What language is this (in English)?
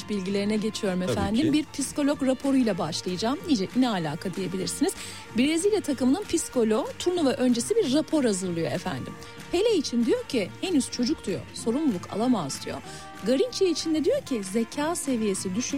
Turkish